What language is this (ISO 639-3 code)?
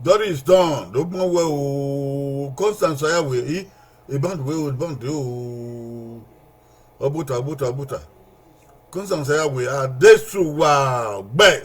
bin